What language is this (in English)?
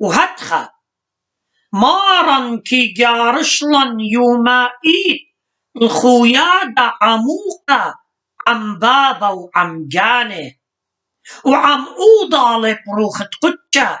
Assyrian Neo-Aramaic